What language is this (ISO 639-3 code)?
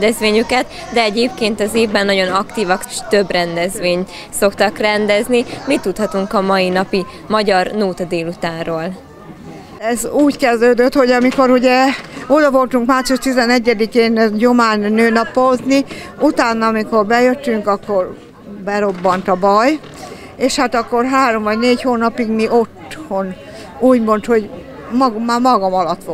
hun